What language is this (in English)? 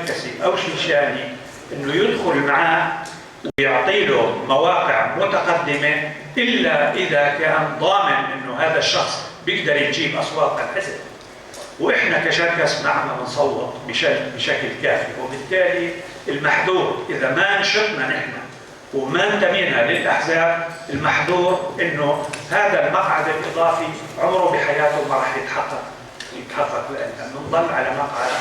North Levantine Arabic